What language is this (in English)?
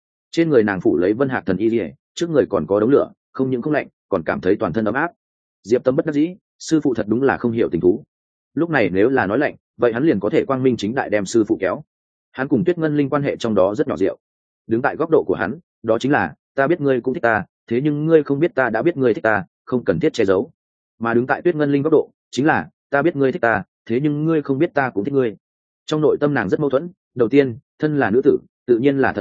Vietnamese